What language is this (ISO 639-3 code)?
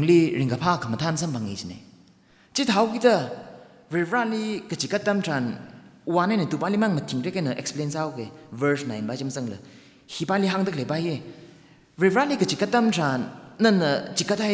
nmf